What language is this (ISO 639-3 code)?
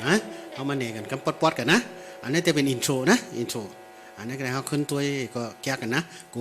shn